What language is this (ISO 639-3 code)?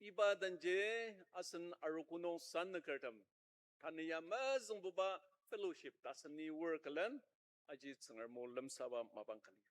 njo